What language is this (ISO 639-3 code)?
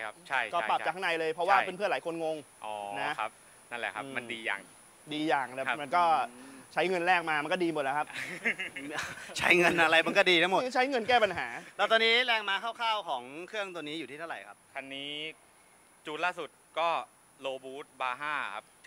tha